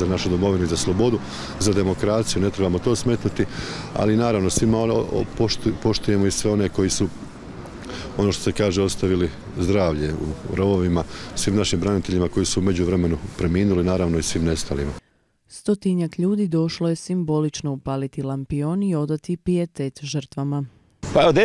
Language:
Croatian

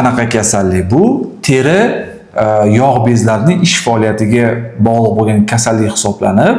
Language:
Uzbek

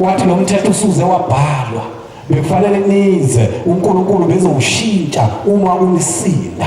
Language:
Zulu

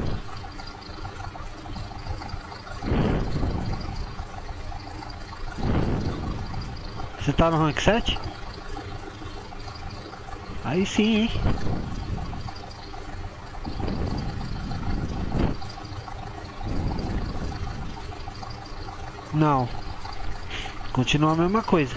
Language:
Portuguese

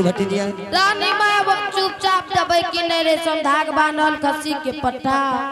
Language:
Angika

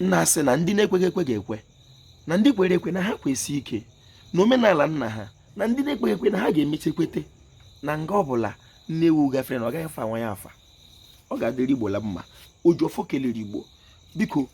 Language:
Igbo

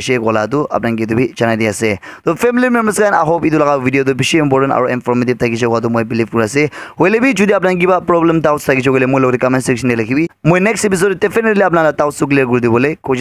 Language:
Naga Pidgin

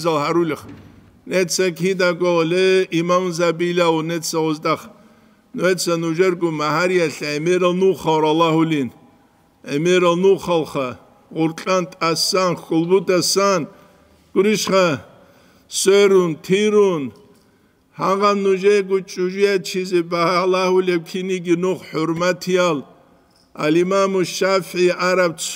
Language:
Avaric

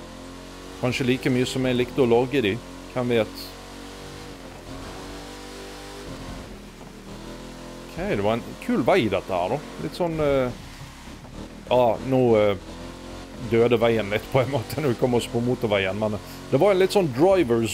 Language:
Norwegian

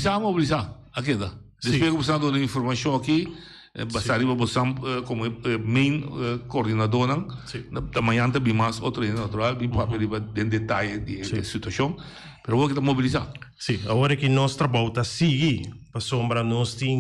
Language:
Papiamento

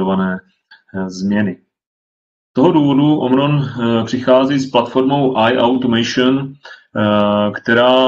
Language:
Czech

